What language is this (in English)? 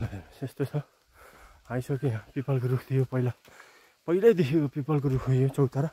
Nepali